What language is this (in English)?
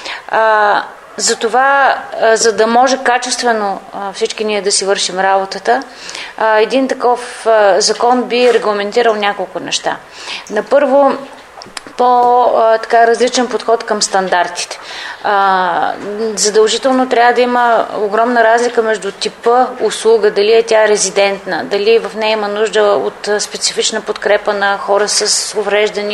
Bulgarian